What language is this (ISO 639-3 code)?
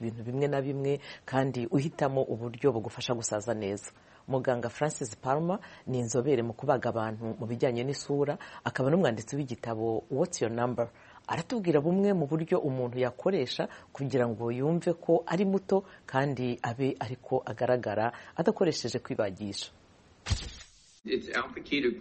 kin